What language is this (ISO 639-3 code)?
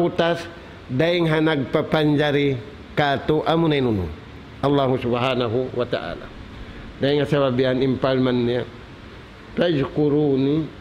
tsg